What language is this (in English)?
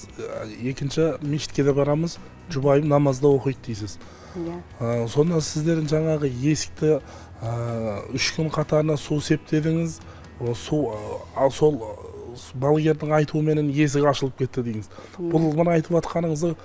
Kazakh